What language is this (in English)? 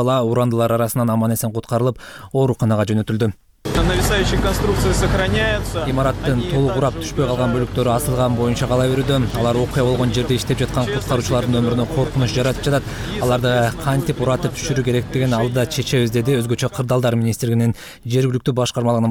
Kyrgyz